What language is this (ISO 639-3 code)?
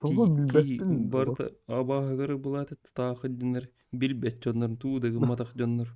sah